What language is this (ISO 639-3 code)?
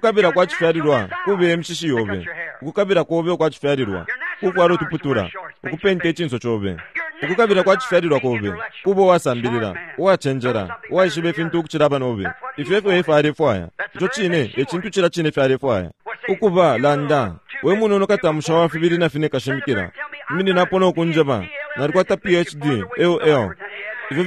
bem